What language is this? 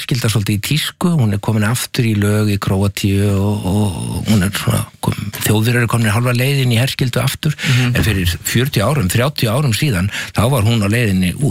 Icelandic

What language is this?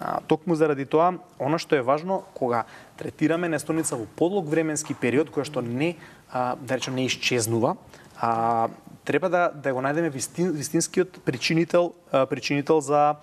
Macedonian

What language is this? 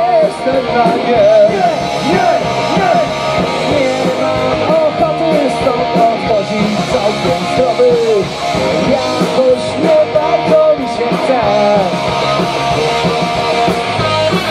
Polish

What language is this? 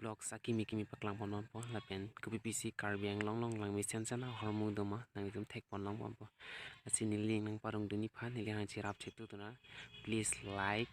Karbi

